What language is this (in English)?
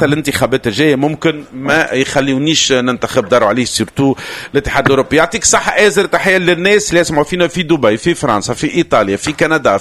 Tunisian Arabic